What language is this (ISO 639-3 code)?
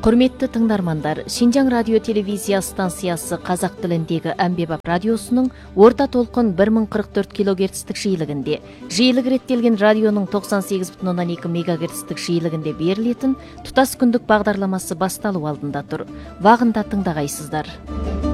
kaz